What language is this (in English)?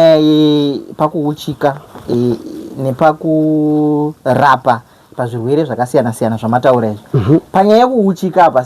Shona